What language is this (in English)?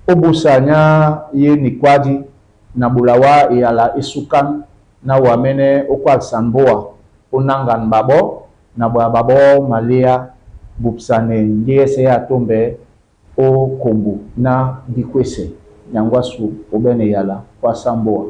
Duala